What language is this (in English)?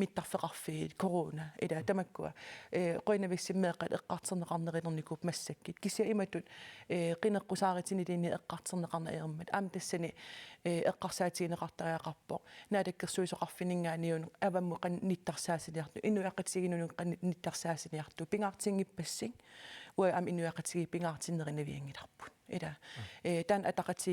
Kalaallisut